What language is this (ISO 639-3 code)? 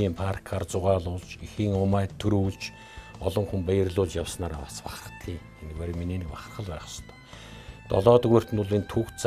mon